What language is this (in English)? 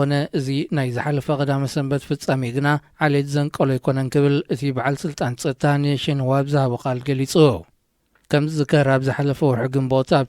Tigrinya